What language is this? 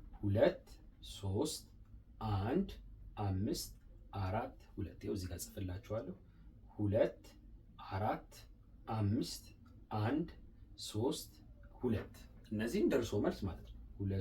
Amharic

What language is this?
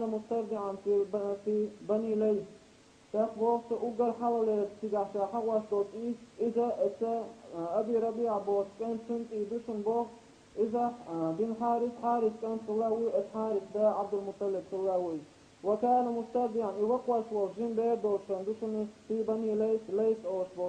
Chechen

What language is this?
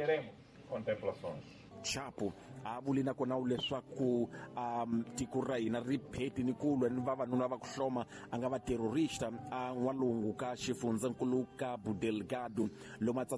Tsonga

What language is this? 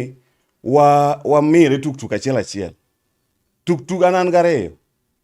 Luo (Kenya and Tanzania)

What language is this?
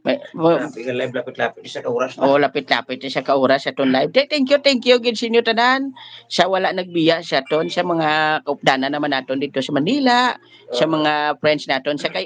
Hiligaynon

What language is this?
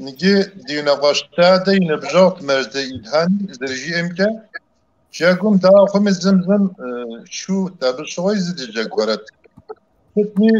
Kabardian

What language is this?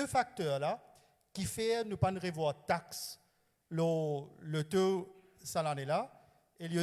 Morisyen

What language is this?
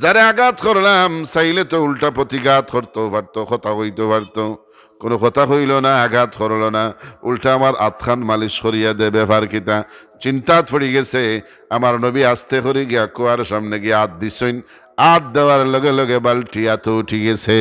Sylheti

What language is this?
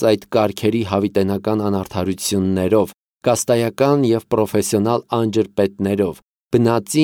Armenian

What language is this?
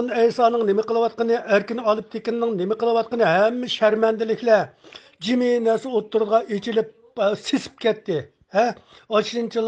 Uyghur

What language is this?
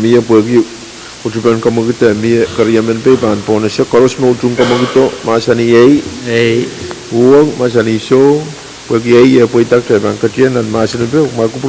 Pohnpeian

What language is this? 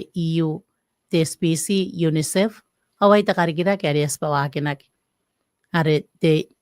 Gilbertese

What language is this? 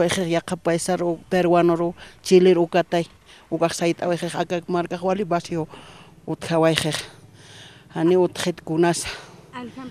Aymara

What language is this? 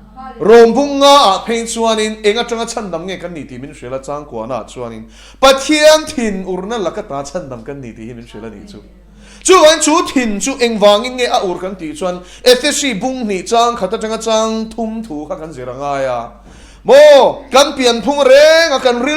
Mizo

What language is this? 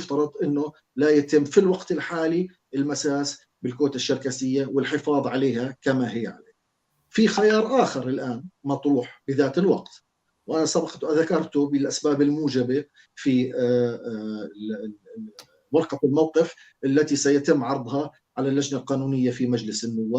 North Levantine Arabic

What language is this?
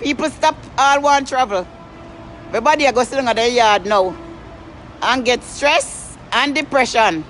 Jamaican Creole English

